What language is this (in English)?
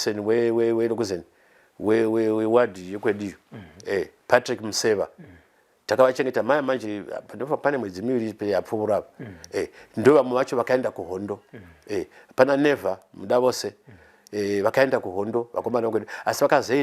Shona